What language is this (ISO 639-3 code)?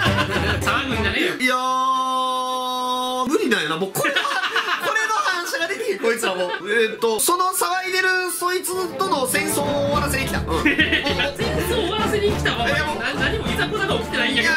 jpn